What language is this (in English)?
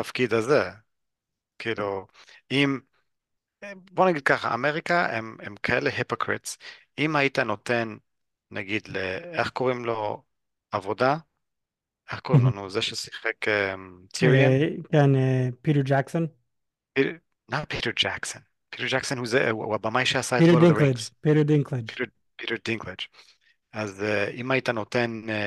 Hebrew